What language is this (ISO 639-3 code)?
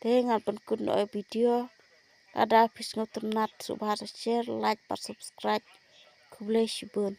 kha